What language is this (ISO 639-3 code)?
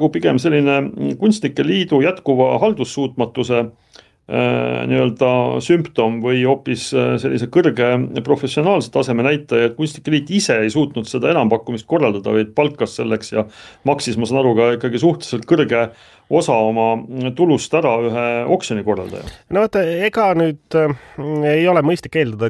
est